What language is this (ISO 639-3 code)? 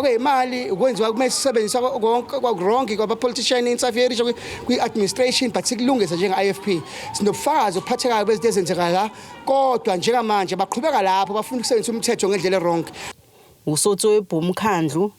zul